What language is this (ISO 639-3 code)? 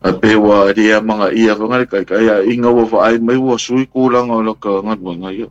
smo